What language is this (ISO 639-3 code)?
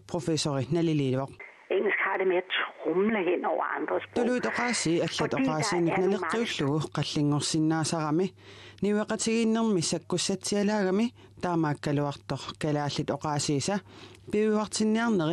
kal